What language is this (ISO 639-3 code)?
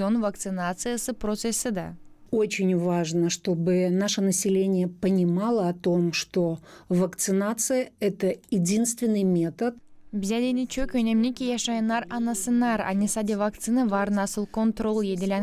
gag